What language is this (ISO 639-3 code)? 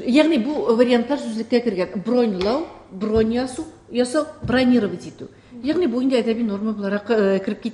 tat